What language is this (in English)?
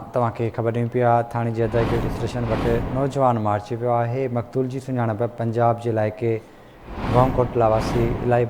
Sindhi